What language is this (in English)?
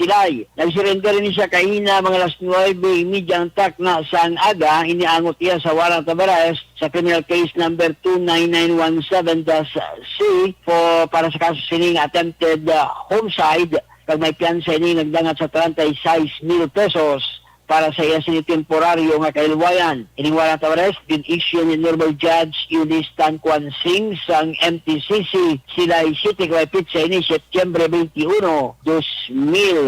Hiligaynon